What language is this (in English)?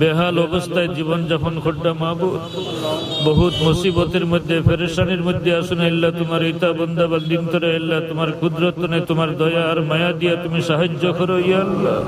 Sylheti